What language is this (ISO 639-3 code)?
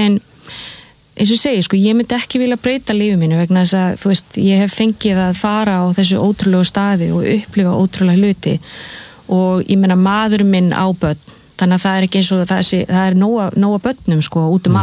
isl